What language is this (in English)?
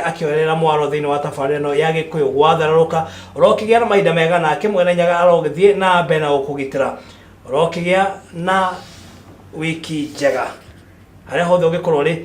Kikuyu